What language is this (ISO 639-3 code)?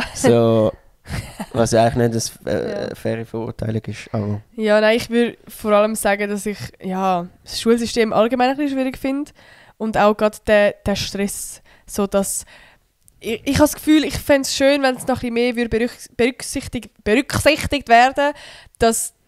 gsw